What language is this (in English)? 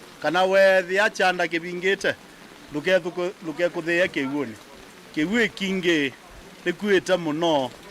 Kamba